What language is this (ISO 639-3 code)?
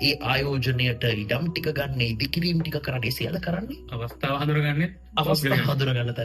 sin